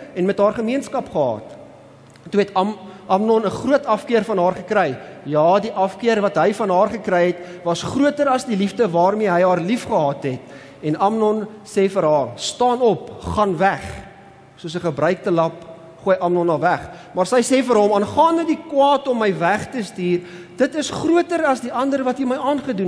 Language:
Afrikaans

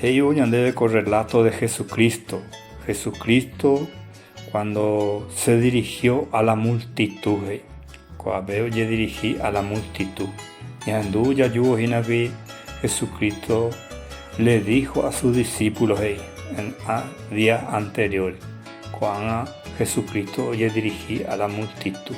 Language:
Guarani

